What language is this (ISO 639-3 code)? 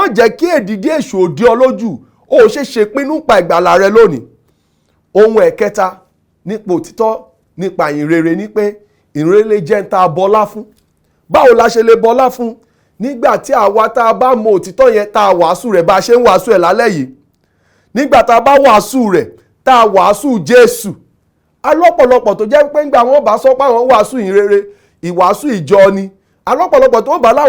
yor